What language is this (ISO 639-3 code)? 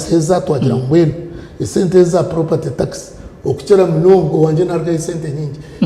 nyn